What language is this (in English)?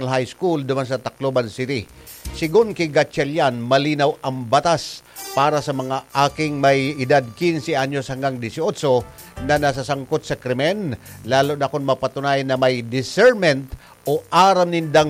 Bikol